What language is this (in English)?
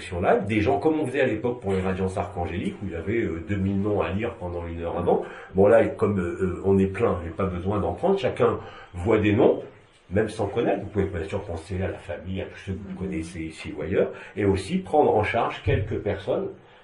French